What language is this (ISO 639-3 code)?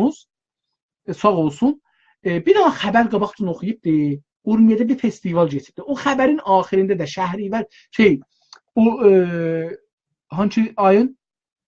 azb